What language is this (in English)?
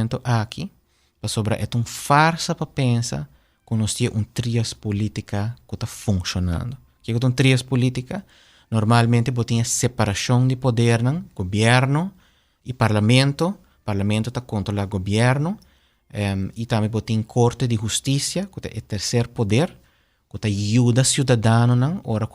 Papiamento